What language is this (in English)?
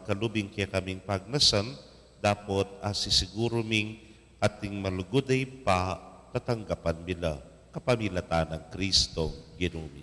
Pampanga